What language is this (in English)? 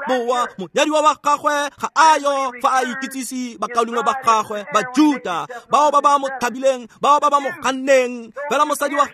Tswana